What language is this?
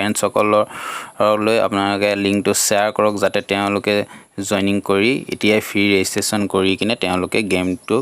Assamese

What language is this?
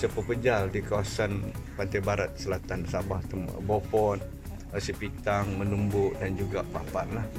Malay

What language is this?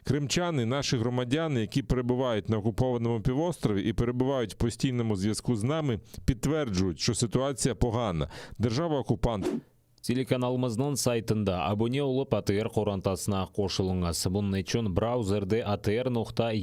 Crimean Tatar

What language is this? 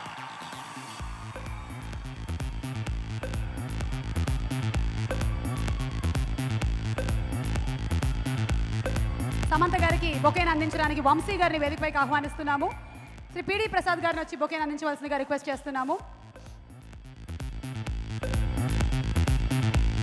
Telugu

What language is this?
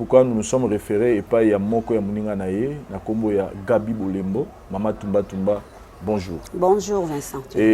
Lingala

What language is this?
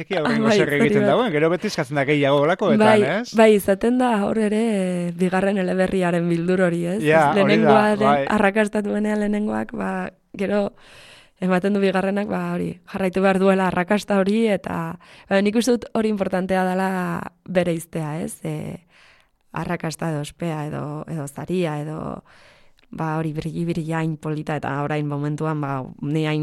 Basque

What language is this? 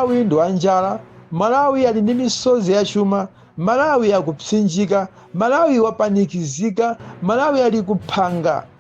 Nyanja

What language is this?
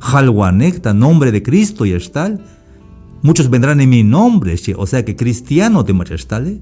Tzeltal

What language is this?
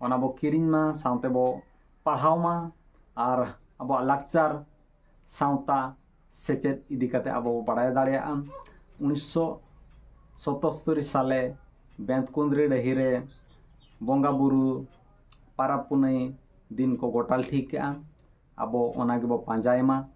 Santali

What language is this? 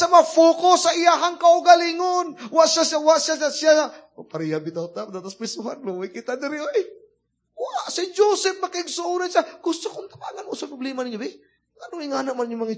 Cebuano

